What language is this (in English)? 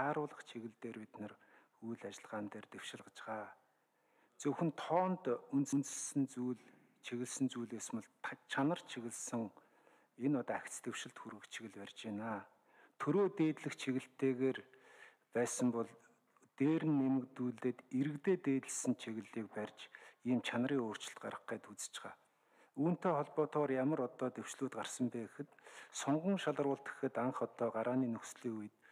Mongolian